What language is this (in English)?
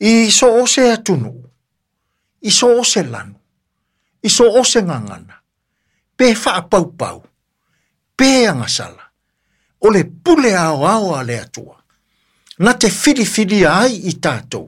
Samoan